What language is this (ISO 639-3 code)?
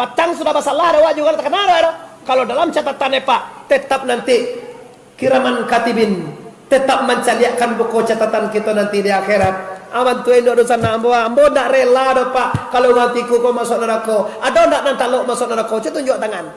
min